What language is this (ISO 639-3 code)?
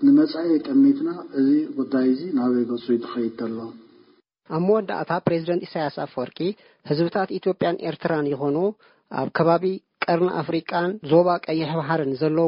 tir